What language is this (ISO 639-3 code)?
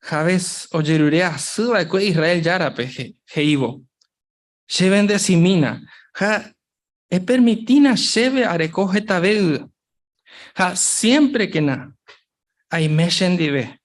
grn